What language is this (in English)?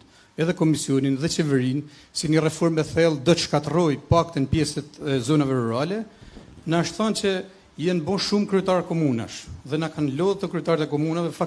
Albanian